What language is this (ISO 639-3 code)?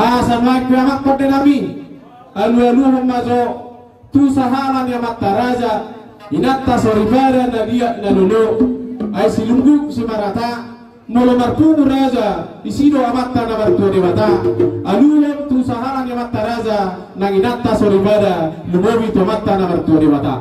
bbc